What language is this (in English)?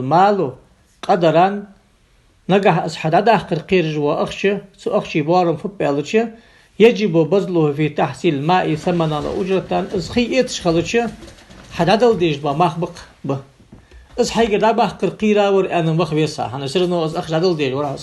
Ingush